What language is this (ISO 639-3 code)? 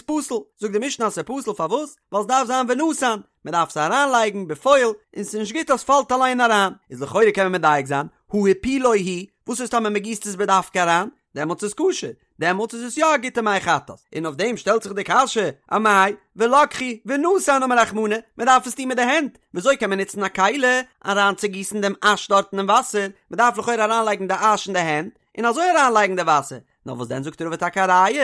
yid